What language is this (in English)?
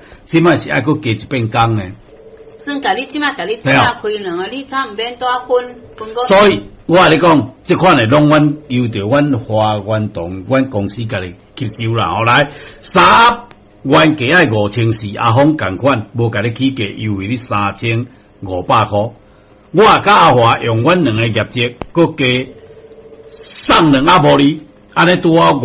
Min Nan Chinese